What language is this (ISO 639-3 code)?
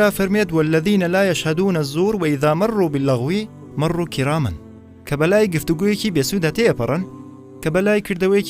ckb